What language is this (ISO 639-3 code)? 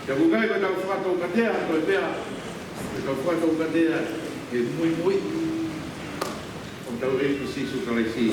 ton